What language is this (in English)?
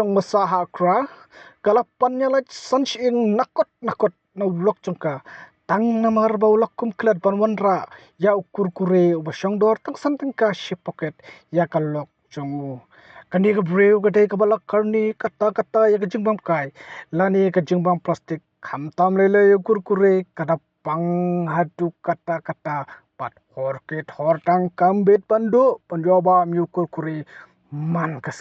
Khasi